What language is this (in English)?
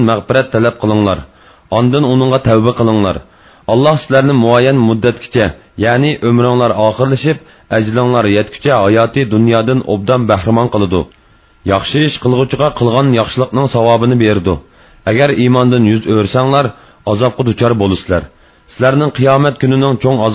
Uyghur